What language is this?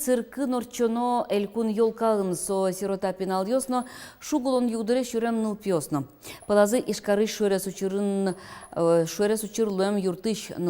Udmurt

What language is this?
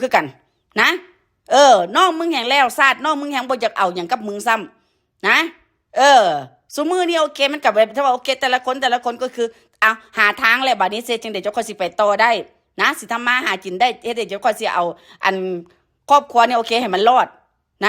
Northeastern Thai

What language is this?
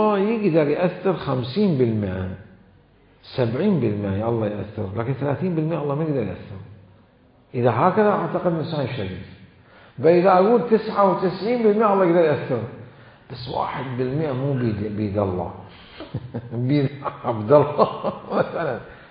Mesopotamian Arabic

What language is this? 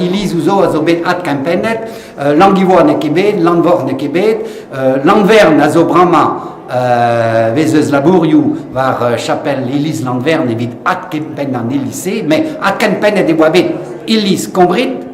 Breton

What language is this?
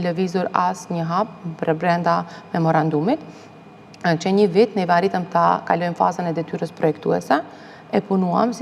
Albanian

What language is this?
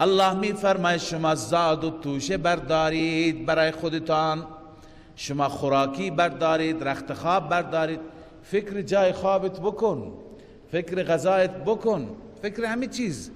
Persian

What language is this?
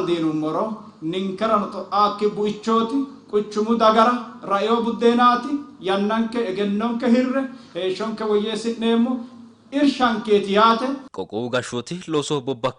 Sidamo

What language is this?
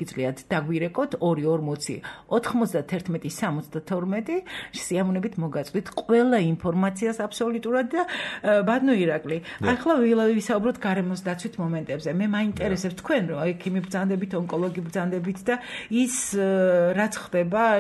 Georgian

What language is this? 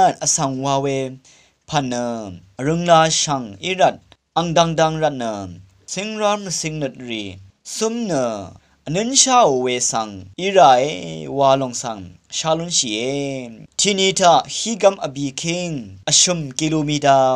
Rawang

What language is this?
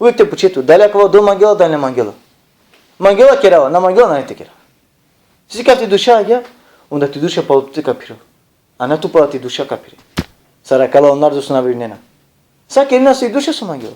Balkan Romani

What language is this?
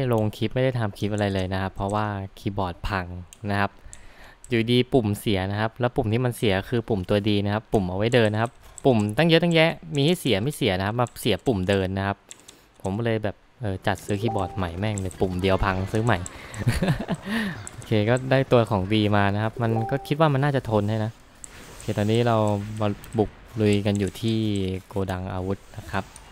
Thai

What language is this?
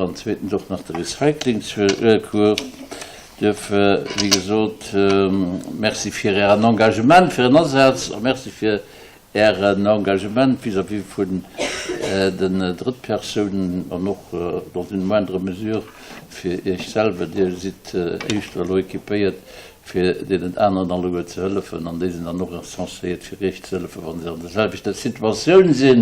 Luxembourgish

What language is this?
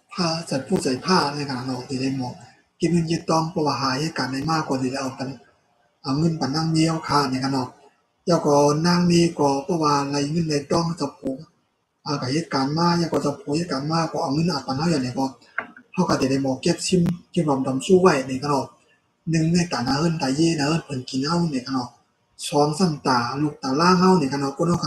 Shan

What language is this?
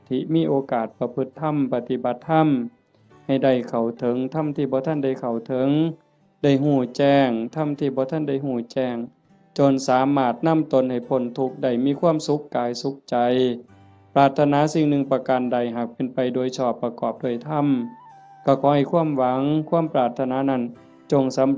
Northeastern Thai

